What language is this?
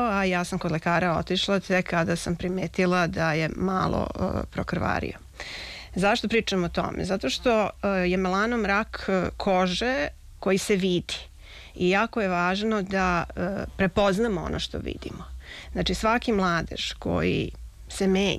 Serbian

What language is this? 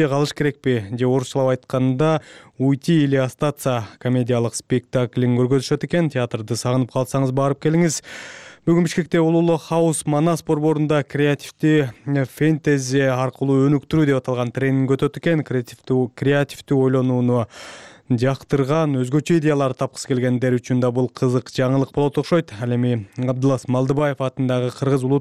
Kyrgyz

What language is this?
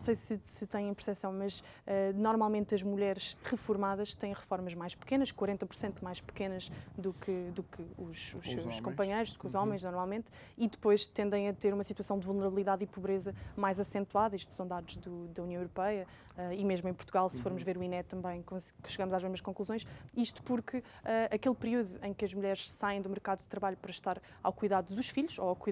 Portuguese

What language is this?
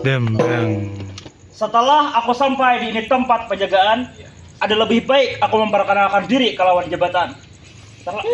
Banjar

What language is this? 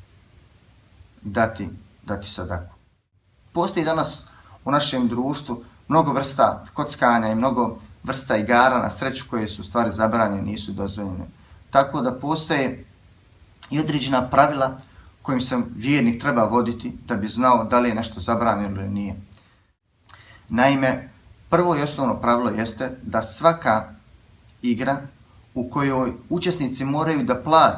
Bosnian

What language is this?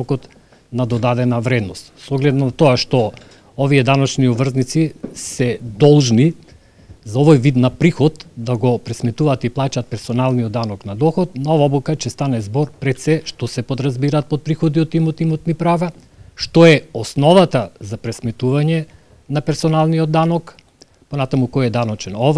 Macedonian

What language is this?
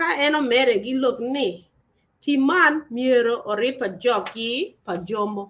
Acoli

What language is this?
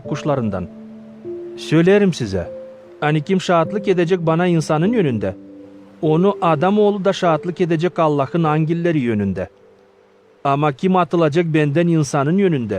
Gagauz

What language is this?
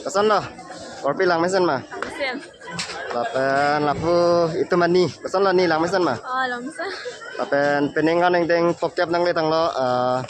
Karbi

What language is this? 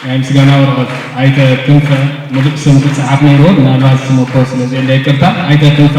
Tigrinya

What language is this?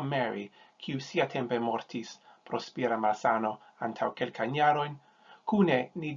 Esperanto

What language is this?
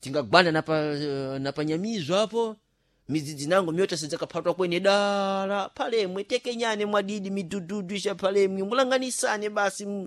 Sena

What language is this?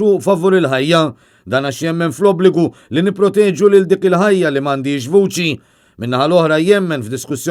Maltese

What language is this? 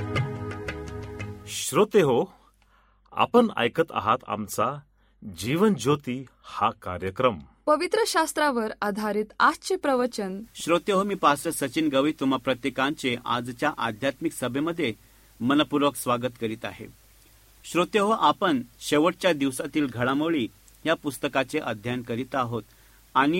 Marathi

